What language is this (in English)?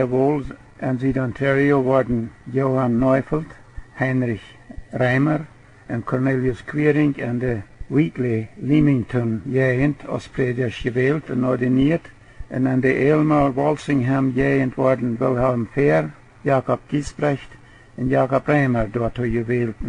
Plautdietsch